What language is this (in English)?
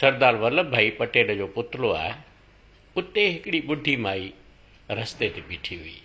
Sindhi